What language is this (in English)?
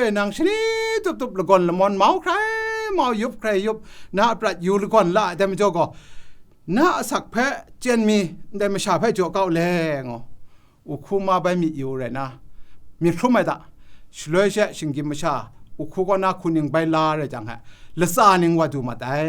Kachin